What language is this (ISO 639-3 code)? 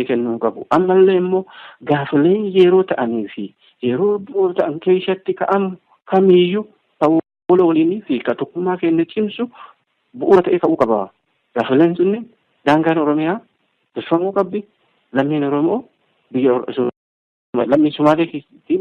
orm